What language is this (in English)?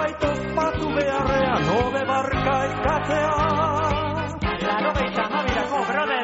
Basque